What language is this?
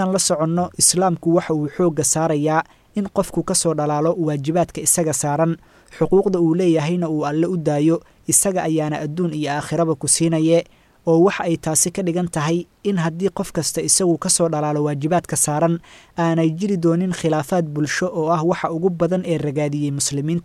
Somali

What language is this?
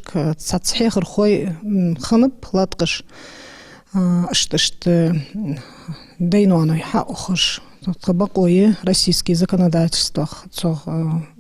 Ingush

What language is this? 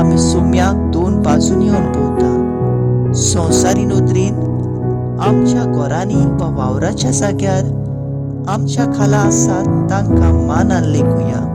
Konkani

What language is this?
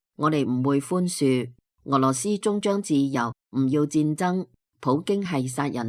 Cantonese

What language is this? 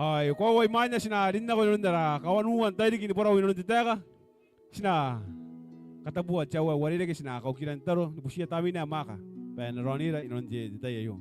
Gilbertese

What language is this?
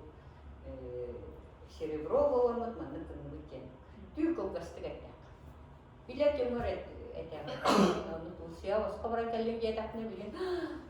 Yakut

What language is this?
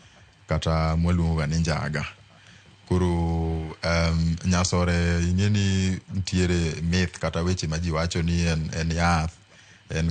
Luo (Kenya and Tanzania)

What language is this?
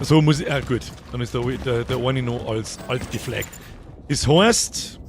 Bavarian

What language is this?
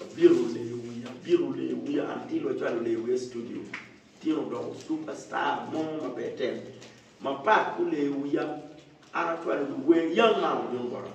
Acoli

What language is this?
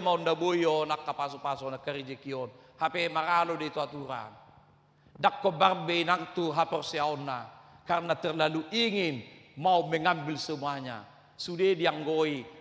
Batak Toba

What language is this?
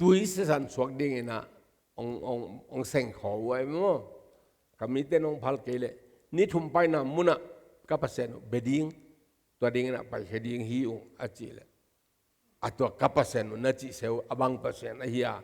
Tedim Chin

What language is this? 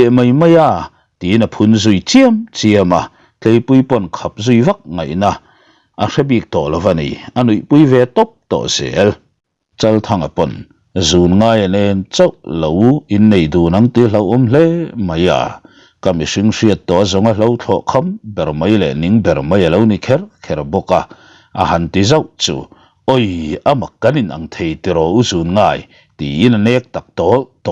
Mizo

